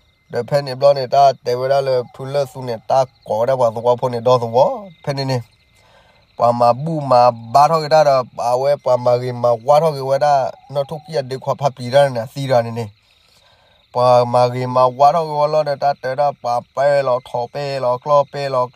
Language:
S'gaw Karen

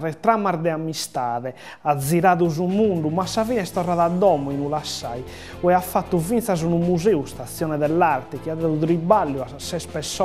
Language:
Sardinian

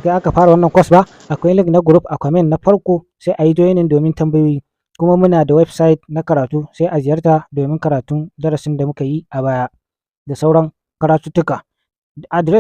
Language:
Hausa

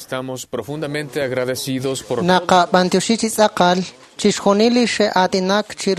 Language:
Kekchí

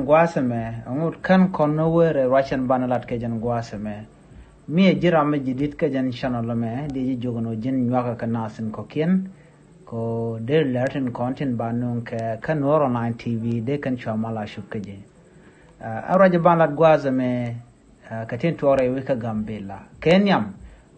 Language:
Nuer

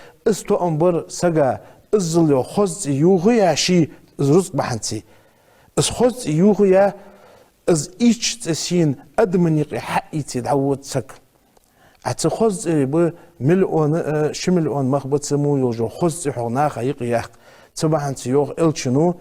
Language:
Ingush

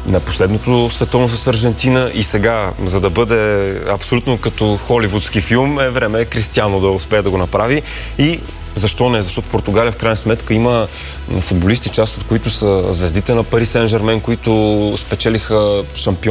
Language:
Bulgarian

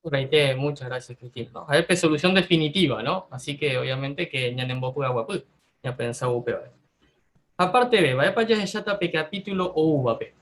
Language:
Guarani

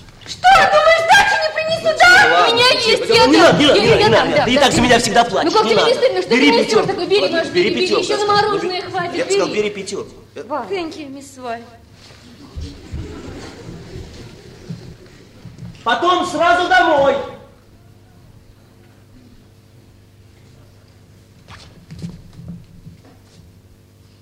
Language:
Russian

